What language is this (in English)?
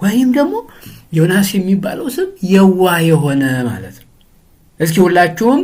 Amharic